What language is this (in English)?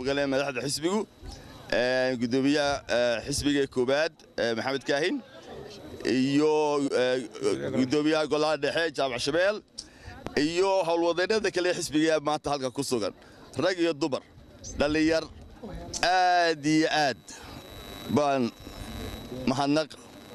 Somali